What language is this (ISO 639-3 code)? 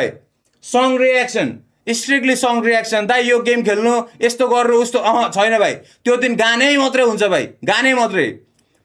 nep